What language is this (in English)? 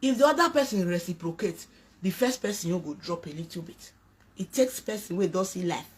Nigerian Pidgin